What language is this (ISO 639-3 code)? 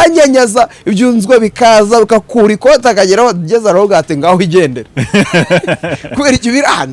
kin